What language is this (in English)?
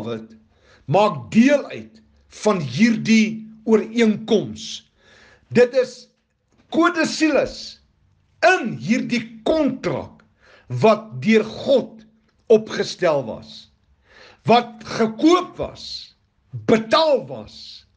Afrikaans